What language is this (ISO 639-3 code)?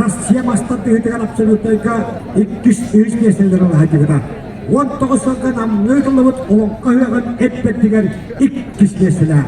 sah